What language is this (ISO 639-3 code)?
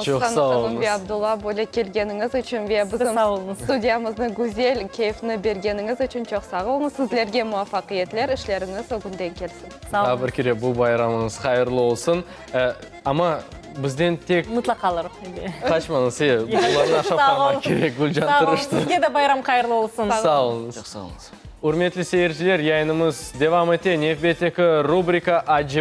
crh